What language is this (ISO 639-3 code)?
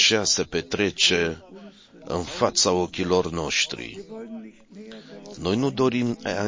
ron